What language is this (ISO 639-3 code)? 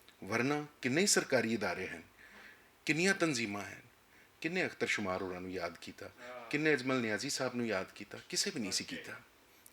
lah